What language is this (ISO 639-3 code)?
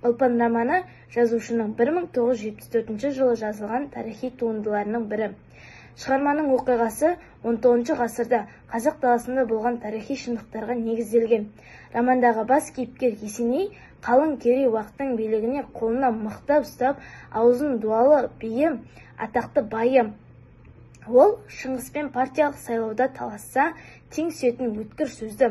kaz